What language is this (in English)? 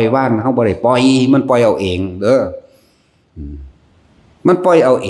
Northeastern Thai